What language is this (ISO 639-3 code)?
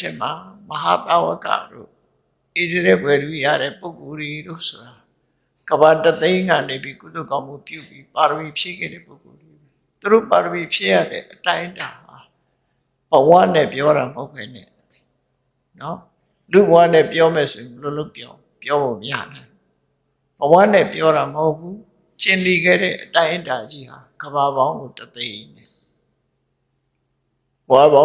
mya